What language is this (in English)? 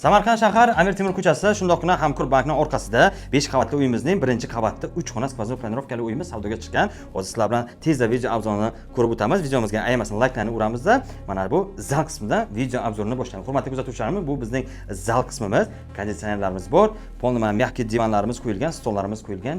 Uzbek